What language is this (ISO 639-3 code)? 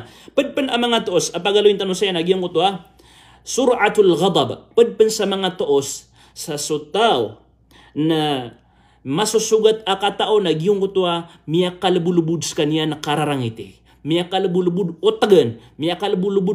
mrw